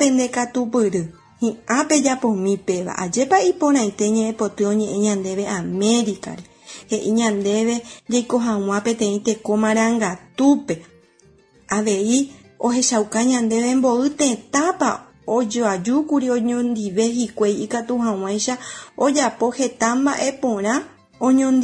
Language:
Guarani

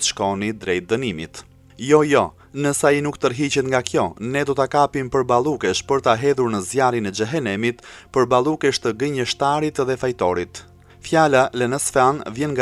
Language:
Albanian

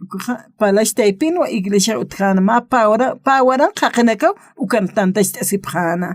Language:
Aymara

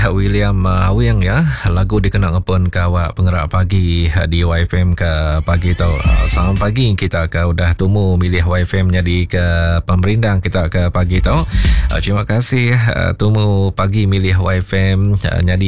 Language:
Iban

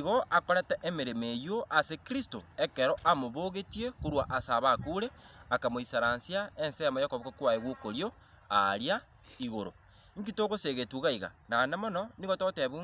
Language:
Gusii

